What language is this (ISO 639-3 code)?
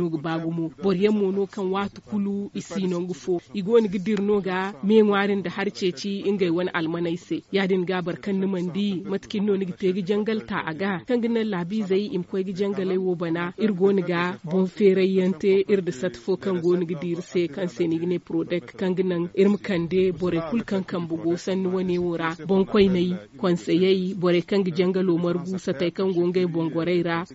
dje